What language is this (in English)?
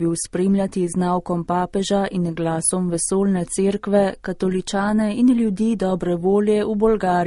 Slovenian